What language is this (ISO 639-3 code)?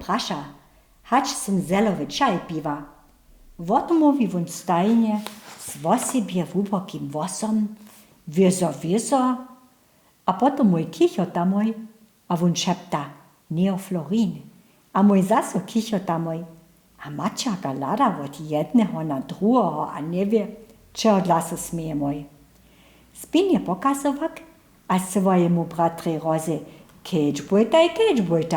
hsb